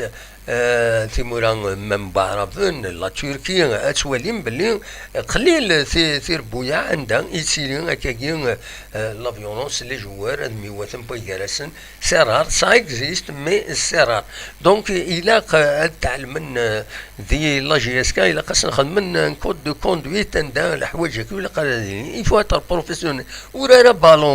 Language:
Kabyle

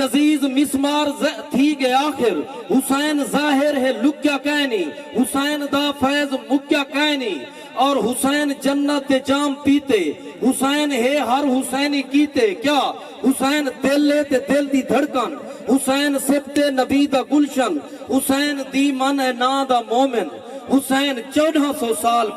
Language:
Saraiki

